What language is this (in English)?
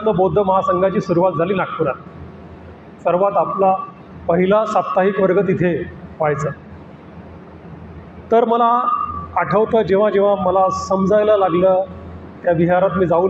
Marathi